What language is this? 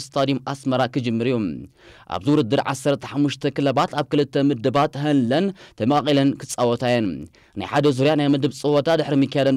Tigrinya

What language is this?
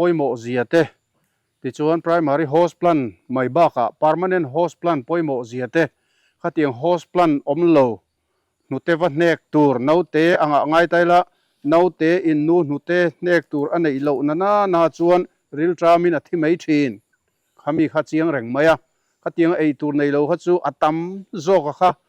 Mizo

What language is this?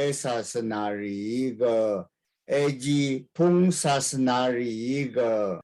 Rawang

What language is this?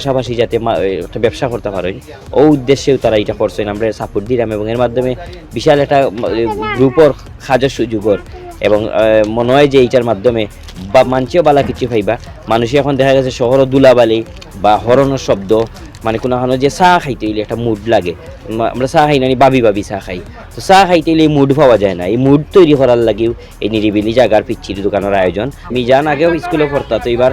Sylheti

